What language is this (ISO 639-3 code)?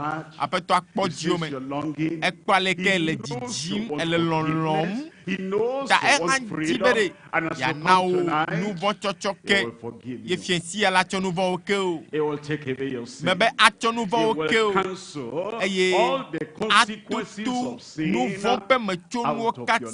ewe